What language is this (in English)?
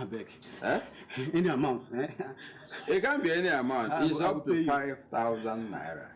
Nigerian Pidgin